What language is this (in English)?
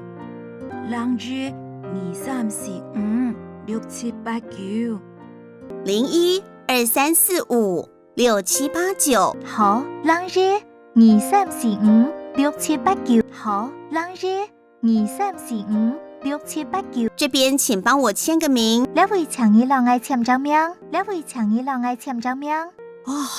Hakka Chinese